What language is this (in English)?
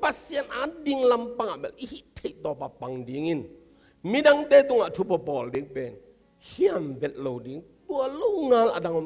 Tedim Chin